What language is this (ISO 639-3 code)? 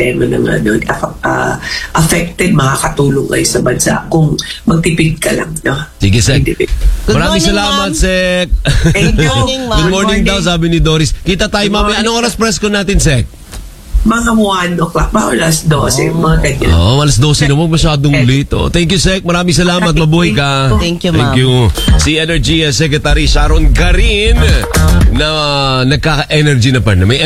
fil